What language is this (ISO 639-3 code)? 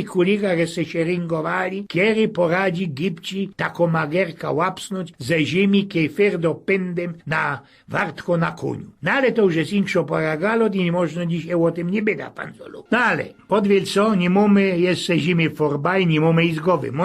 szl